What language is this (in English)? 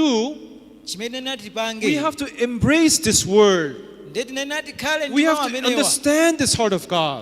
Nyanja